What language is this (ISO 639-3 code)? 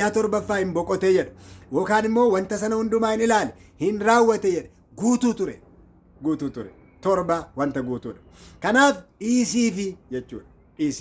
orm